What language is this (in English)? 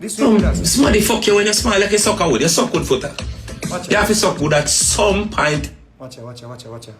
Jamaican Creole English